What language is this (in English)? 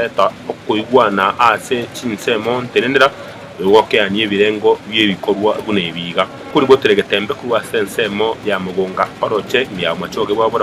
Gusii